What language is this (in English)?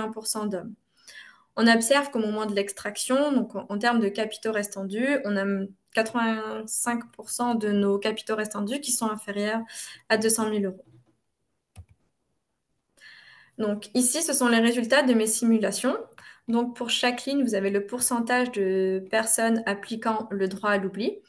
French